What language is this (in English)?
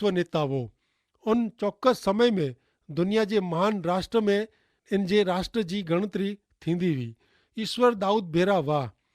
Kachhi